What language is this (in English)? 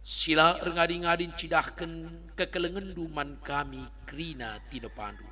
Batak Karo